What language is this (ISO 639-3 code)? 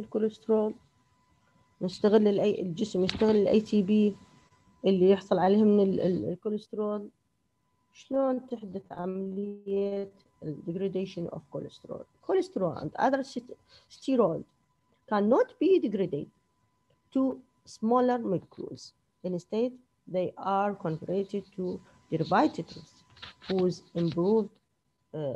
acm